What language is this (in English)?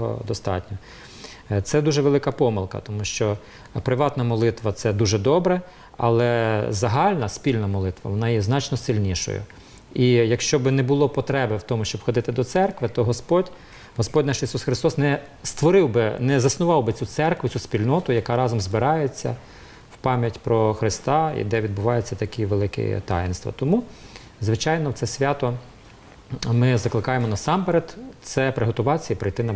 Ukrainian